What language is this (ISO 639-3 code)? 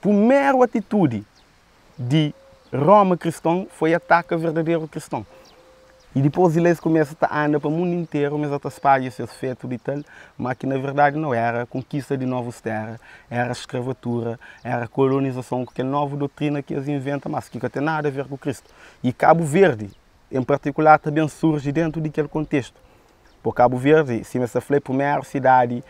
kea